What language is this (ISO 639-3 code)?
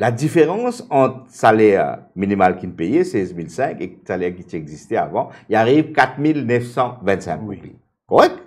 mfe